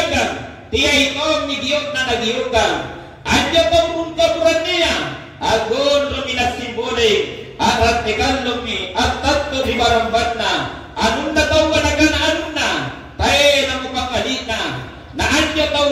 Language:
Makasar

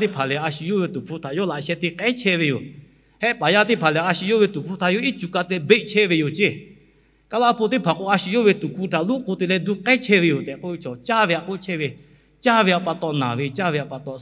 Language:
Lahu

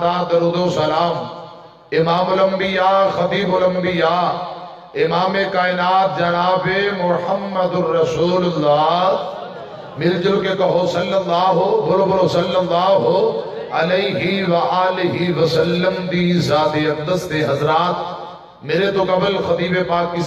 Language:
Western Panjabi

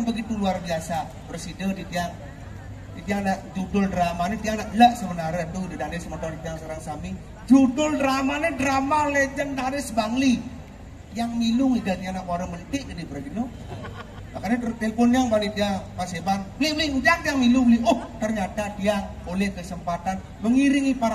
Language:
Balinese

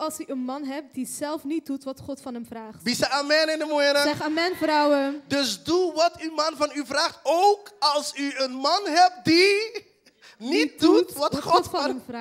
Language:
Papiamento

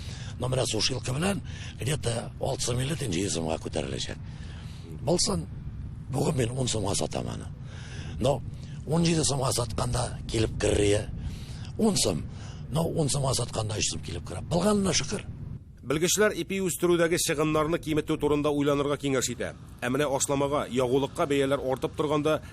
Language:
Tatar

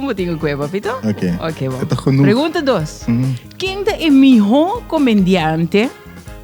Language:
Papiamento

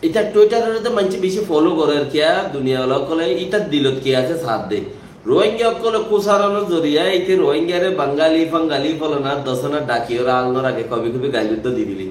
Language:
Rohingya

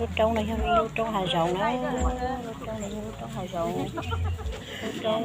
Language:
Hmong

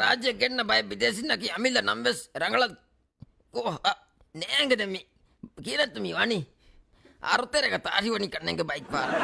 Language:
Divehi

